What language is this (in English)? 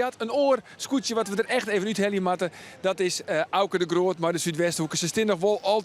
Western Frisian